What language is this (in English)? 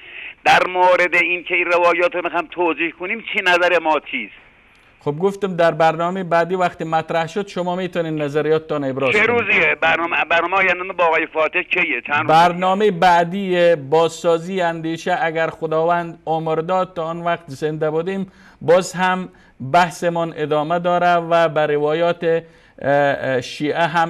Persian